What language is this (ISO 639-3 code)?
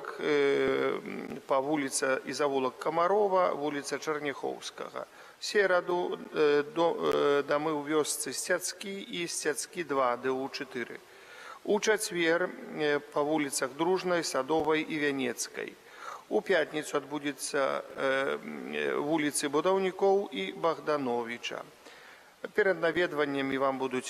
bel